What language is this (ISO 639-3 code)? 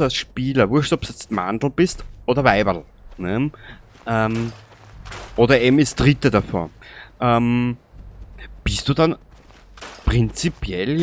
bar